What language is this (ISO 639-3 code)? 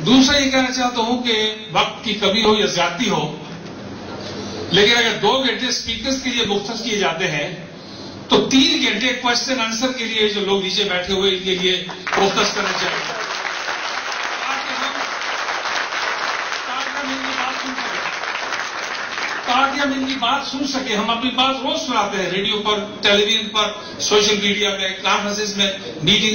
urd